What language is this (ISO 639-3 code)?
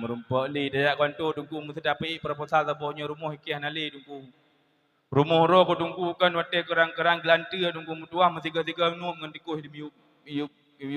ace